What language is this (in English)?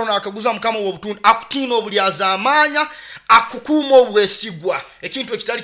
Nyoro